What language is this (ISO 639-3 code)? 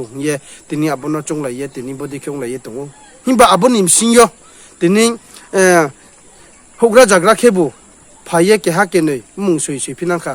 ria